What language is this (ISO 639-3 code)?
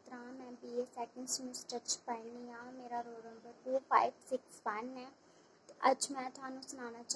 doi